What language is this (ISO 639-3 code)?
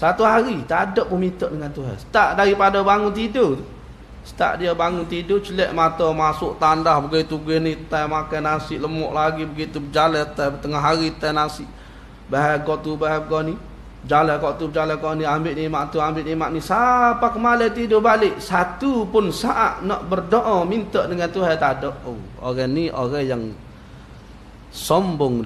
msa